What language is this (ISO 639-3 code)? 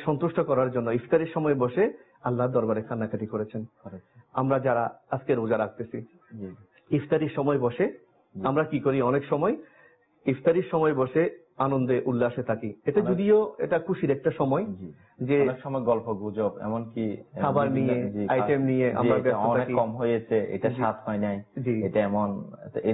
ben